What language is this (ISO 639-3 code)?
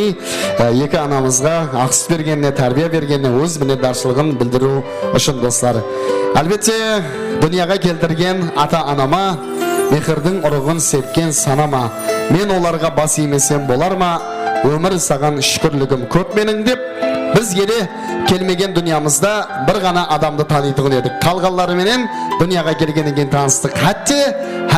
kaa